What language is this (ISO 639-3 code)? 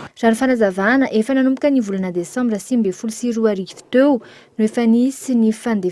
mlg